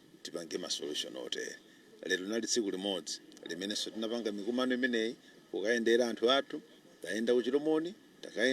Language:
Nyanja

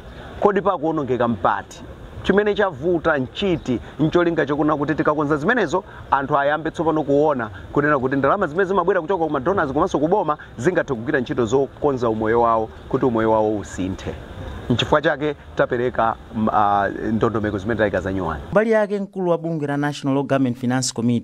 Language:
Nyanja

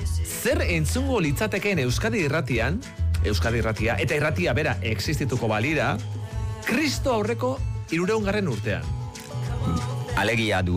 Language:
Basque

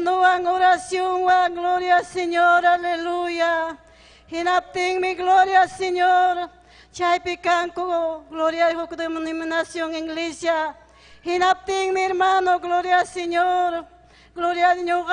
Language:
Ayacucho Quechua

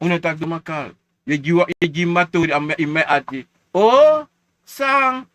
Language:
Sranan Tongo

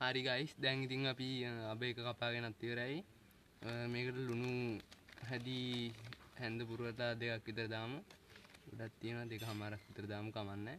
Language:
Sinhala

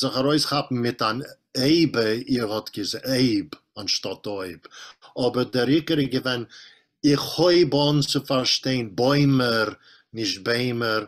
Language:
Yiddish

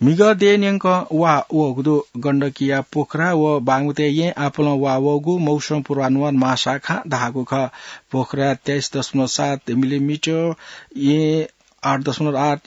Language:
Newari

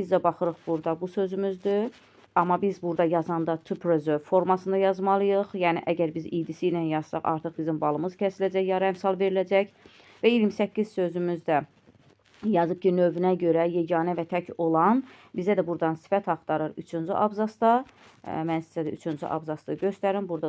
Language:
Azerbaijani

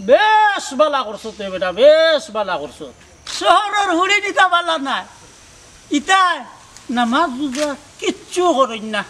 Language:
Sylheti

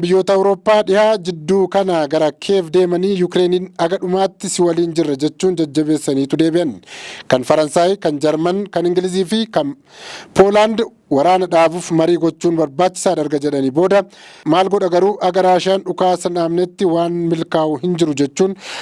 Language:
Oromo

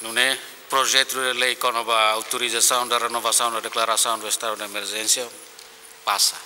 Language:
Tetum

